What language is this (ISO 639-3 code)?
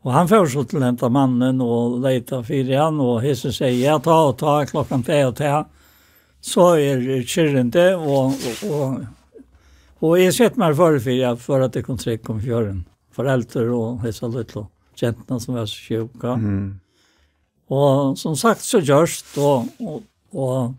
fao